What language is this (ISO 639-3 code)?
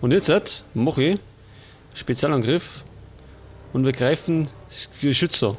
bar